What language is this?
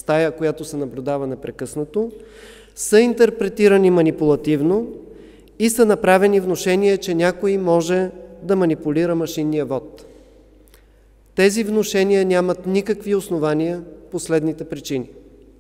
Bulgarian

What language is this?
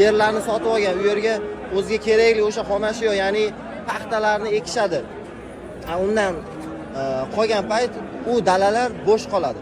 Uzbek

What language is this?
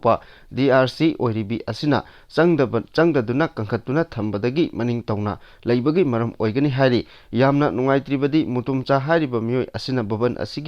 Manipuri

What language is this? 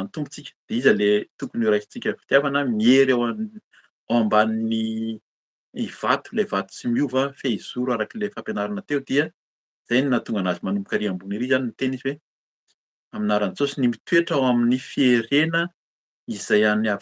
Malagasy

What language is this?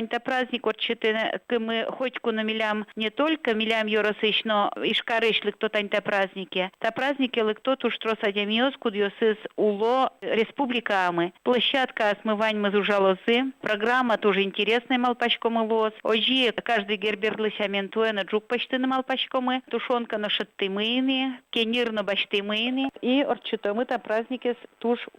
Udmurt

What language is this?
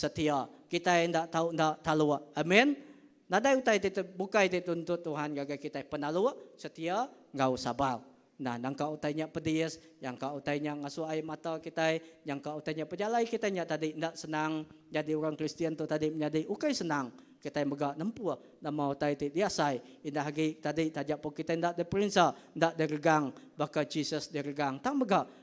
Iban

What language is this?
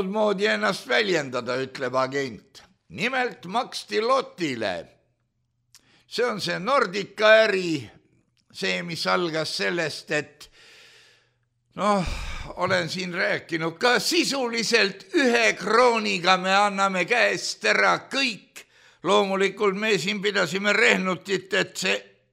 Estonian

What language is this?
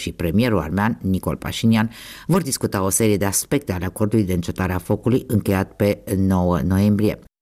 Romanian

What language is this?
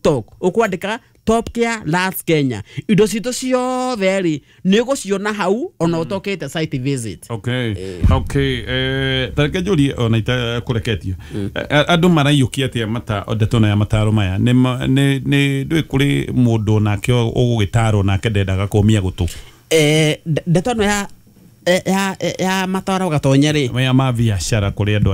Kikuyu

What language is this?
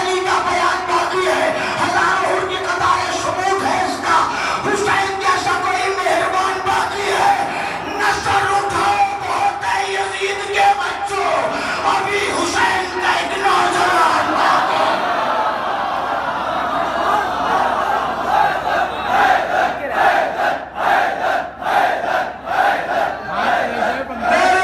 Urdu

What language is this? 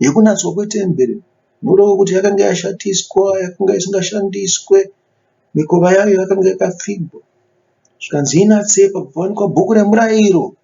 Shona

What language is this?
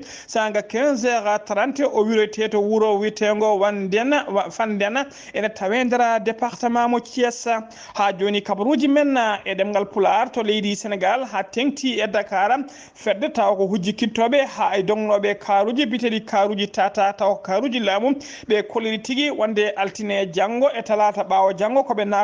Fula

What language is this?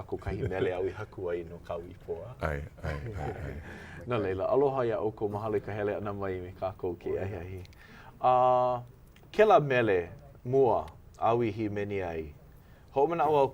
Hawaiian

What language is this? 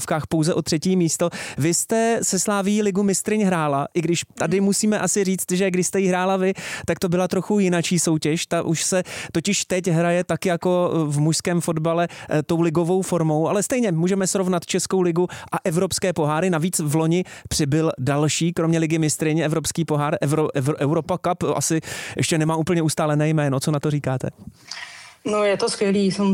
Czech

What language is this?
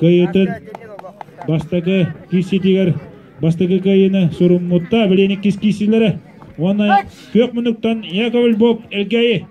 Yakut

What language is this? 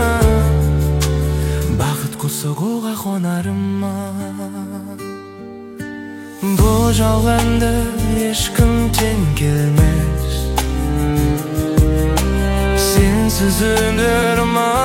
Kazakh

